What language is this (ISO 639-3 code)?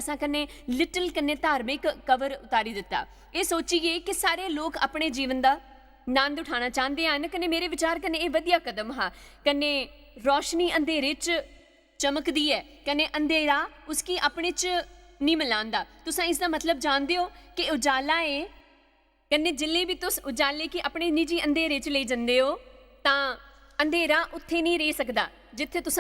doi